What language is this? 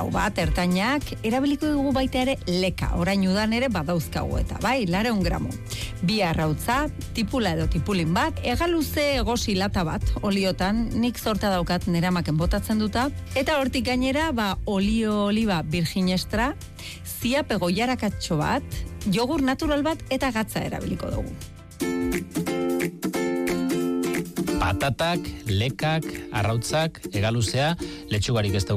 Basque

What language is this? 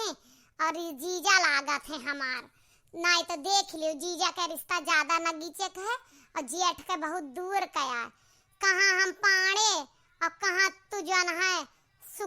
Awadhi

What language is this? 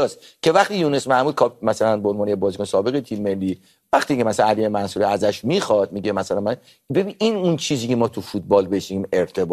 Persian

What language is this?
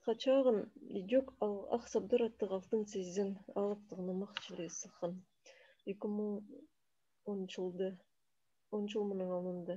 Khakas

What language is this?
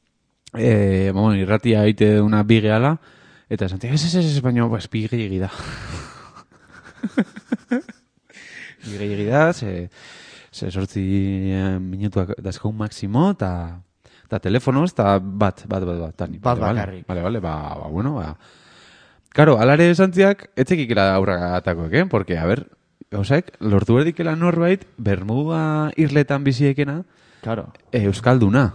Basque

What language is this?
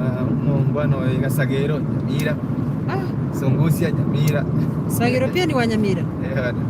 Gusii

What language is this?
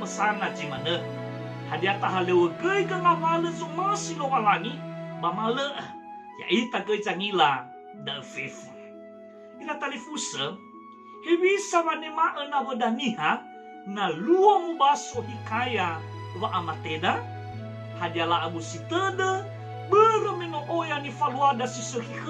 Nias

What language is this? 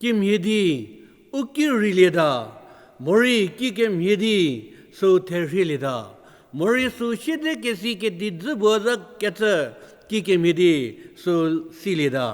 Angami Naga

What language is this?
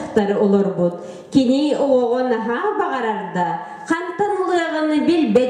Yakut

